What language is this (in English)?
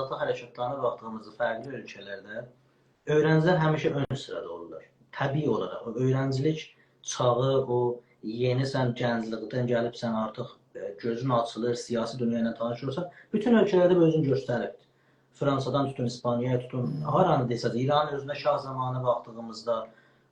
South Azerbaijani